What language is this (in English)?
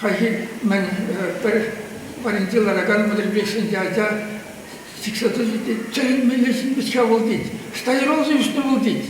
Chuvash